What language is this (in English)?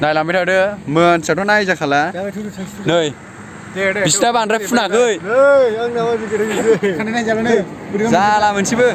Bodo